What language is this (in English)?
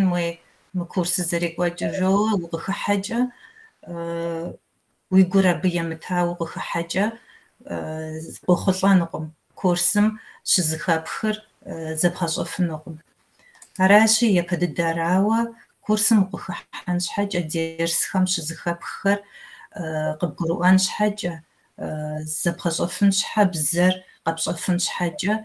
Kabardian